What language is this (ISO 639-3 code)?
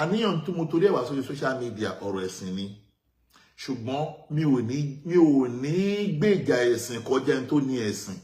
yor